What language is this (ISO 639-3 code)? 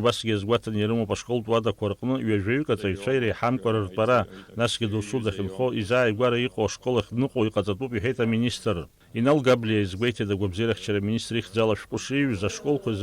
abk